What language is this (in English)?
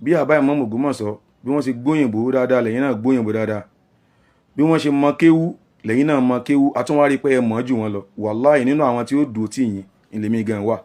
Yoruba